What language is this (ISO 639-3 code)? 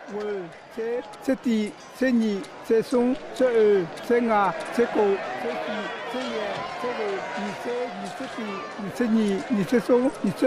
ahk